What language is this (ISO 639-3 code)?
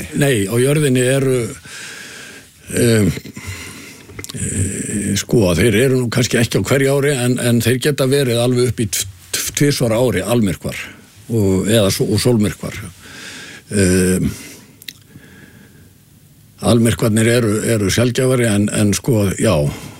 isl